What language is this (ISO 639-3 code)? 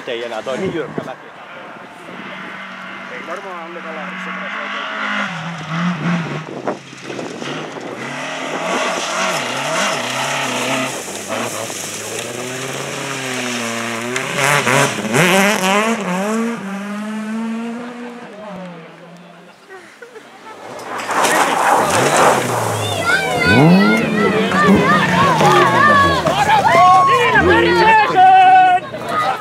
fin